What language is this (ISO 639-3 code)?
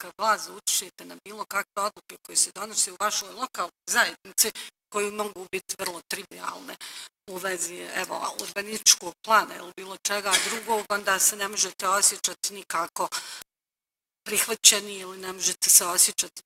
bos